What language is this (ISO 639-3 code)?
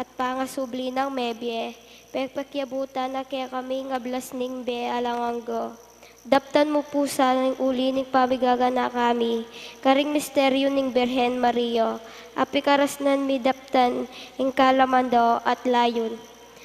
pam